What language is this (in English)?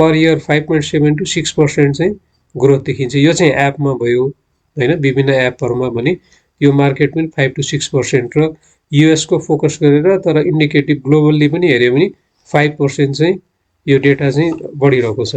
Nepali